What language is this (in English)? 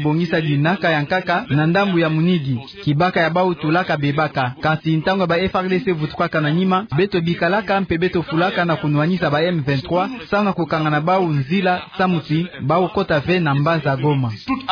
Kituba (Democratic Republic of Congo)